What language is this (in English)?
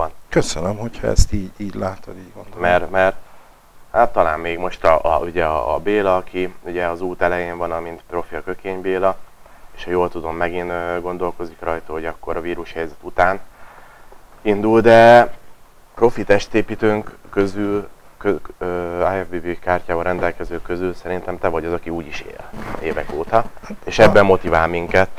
Hungarian